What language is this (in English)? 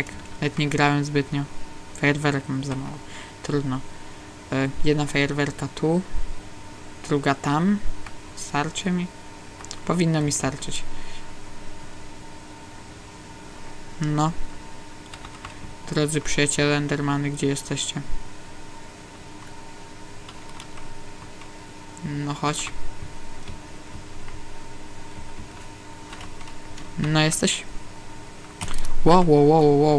Polish